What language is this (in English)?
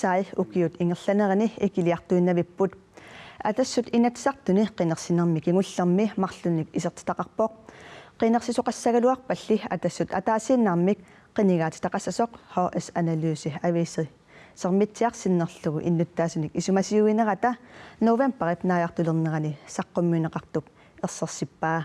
Kalaallisut